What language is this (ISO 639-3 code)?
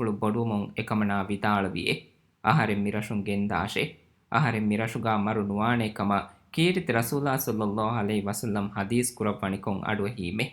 div